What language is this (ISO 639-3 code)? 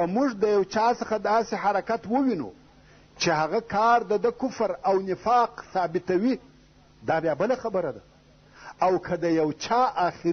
pus